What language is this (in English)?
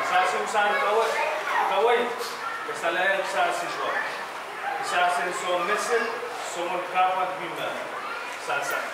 Pohnpeian